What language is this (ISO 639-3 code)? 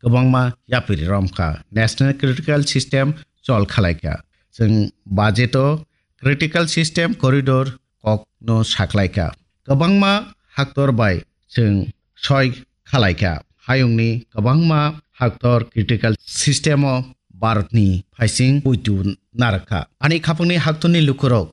trp